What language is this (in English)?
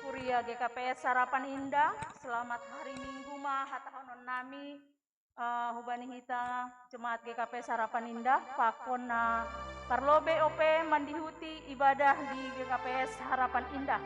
Batak Simalungun